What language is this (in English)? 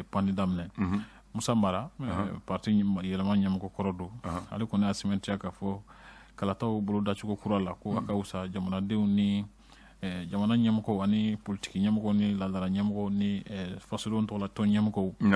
Bambara